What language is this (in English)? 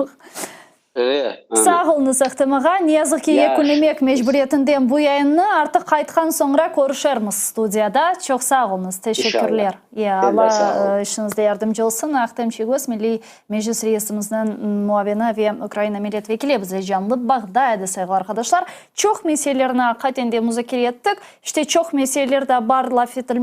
Crimean Tatar